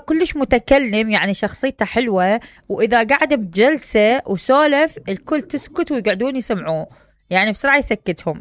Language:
Mesopotamian Arabic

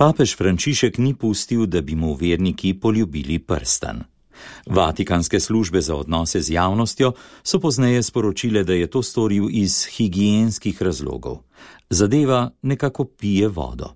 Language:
Slovenian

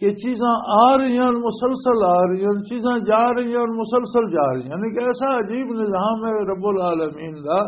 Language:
Western Panjabi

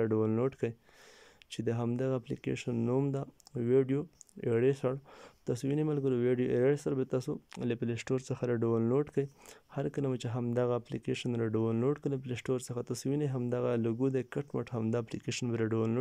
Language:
Pashto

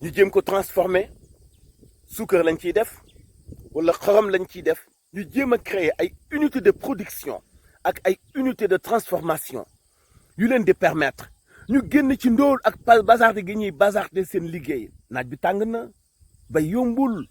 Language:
Wolof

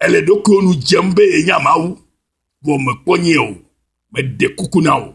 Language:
Ewe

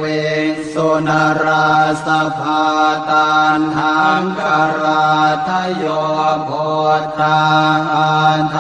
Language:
Pali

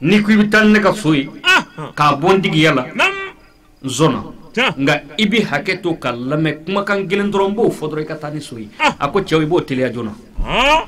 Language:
Bambara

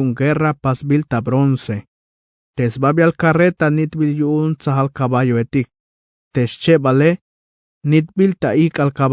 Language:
Tzeltal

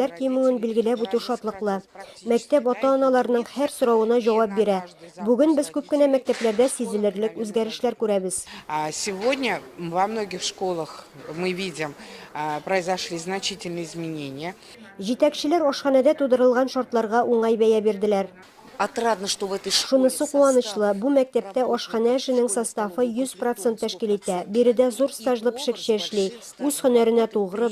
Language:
Tatar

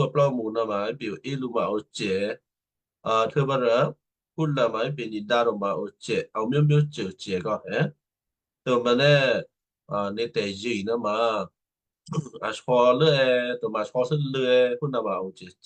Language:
Western Kayah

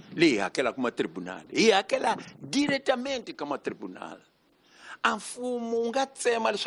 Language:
Tsonga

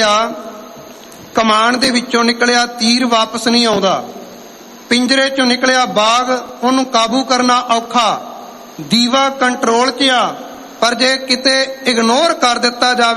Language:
Punjabi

